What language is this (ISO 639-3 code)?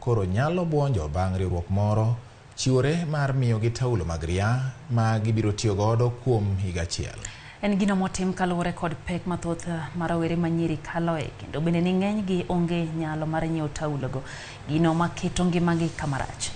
luo